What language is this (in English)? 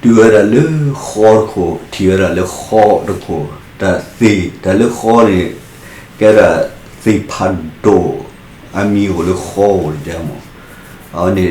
S'gaw Karen